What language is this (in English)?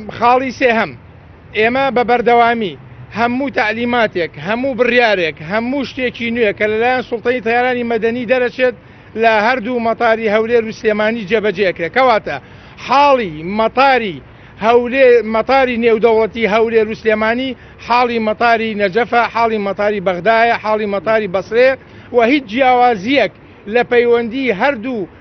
Central Kurdish